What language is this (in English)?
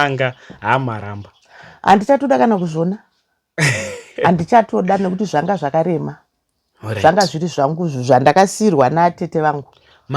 Shona